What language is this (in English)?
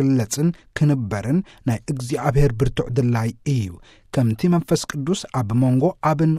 Tigrinya